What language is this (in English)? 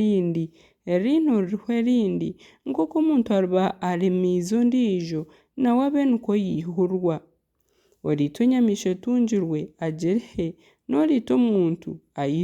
Nyankole